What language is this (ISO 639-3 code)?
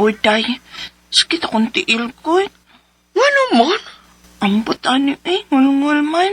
ceb